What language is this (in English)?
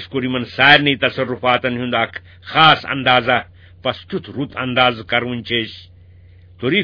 Kashmiri